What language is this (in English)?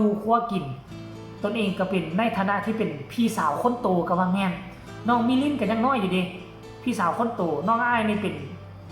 Northeastern Thai